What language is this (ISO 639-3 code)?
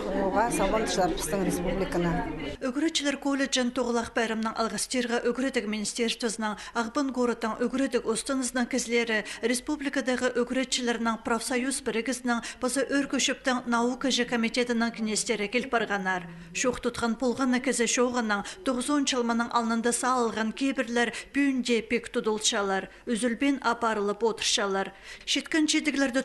kjh